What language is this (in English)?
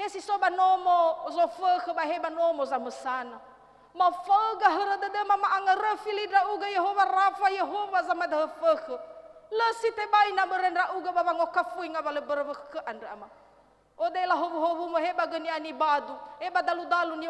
Nias